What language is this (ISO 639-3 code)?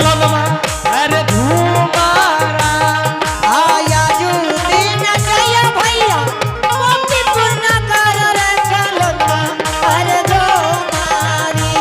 anp